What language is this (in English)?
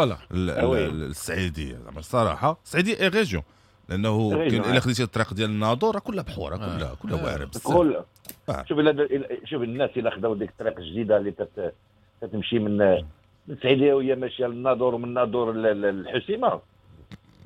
Moroccan Arabic